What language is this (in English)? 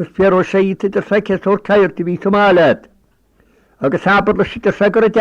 Irish